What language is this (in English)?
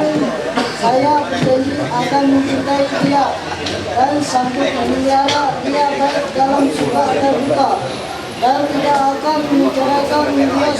Ma'anyan